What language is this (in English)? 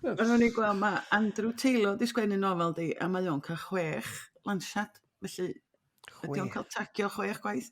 Welsh